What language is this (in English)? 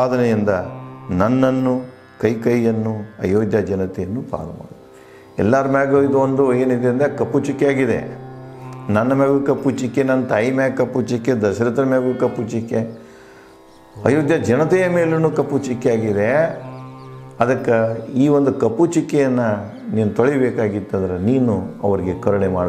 Kannada